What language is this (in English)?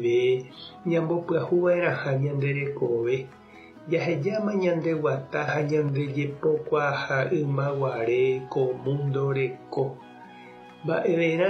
Guarani